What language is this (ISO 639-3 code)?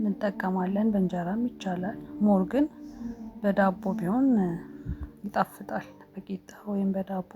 amh